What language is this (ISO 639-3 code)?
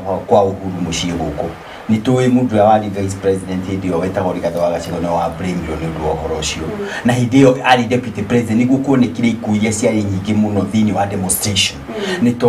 kik